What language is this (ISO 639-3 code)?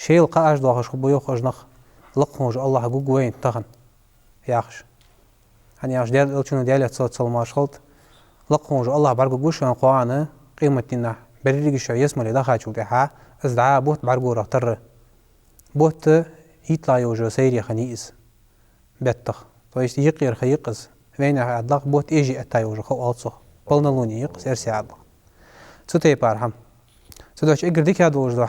inh